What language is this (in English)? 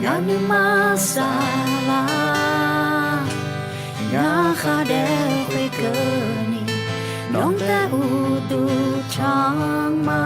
Akha